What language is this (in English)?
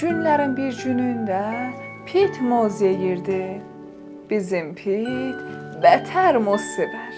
South Azerbaijani